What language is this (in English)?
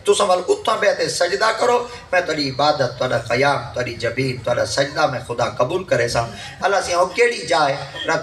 Saraiki